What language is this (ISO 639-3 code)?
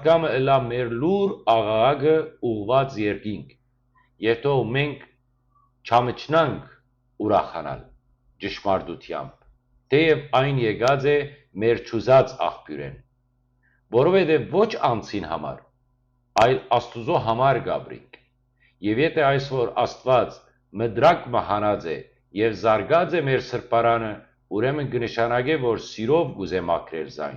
hyw